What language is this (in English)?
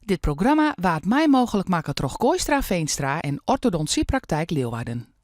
Western Frisian